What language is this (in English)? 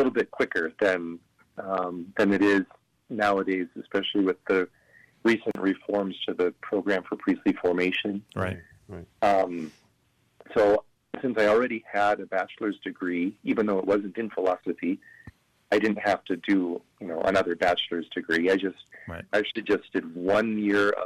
English